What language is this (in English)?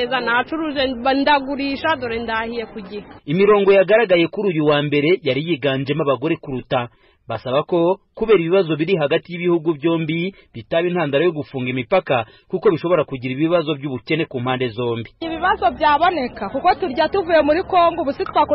Kinyarwanda